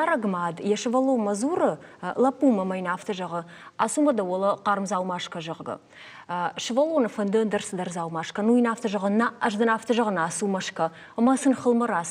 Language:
Ossetic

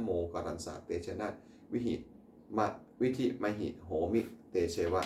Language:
Pali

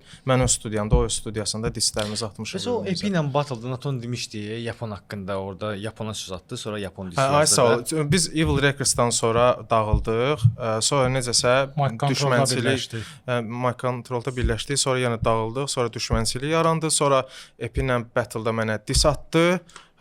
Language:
Azerbaijani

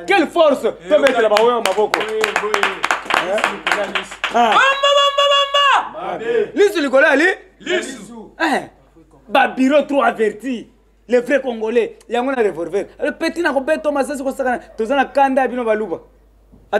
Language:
Lingala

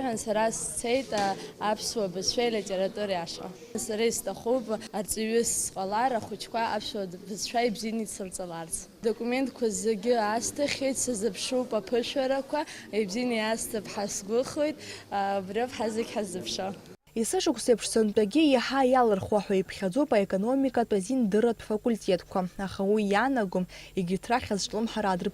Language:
Abkhazian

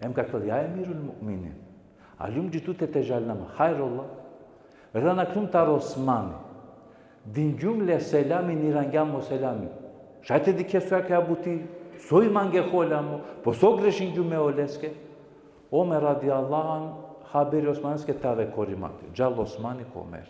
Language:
Balkan Romani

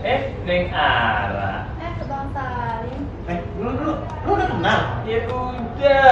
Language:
Betawi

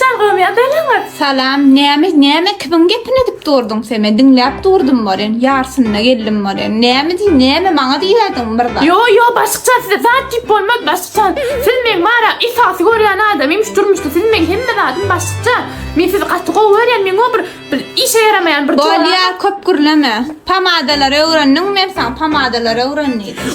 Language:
Turkmen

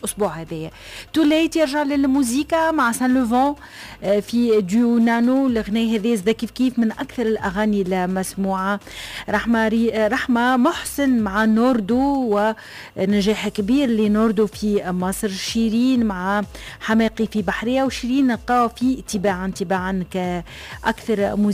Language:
Tunisian Arabic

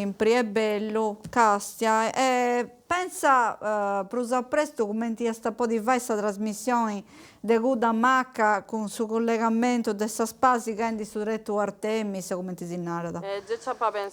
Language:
Sardinian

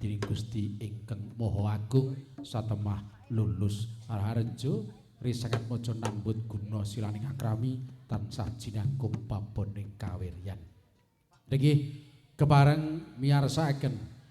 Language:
Javanese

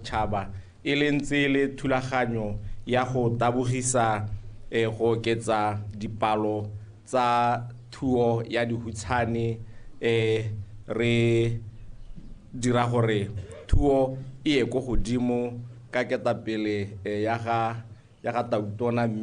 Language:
Tswana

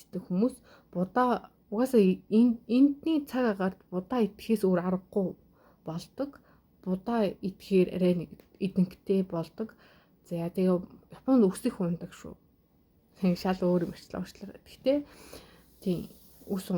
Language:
Mongolian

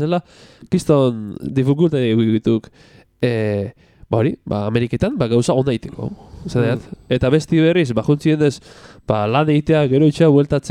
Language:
Basque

